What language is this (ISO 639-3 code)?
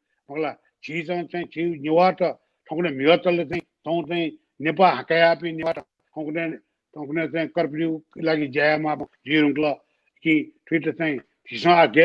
new